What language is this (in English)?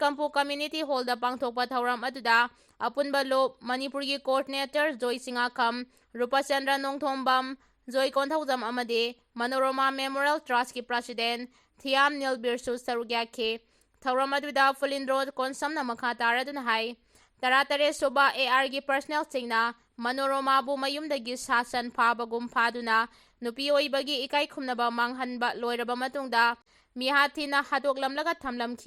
Manipuri